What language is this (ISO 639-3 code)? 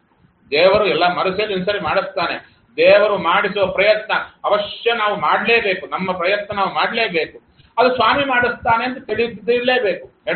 kan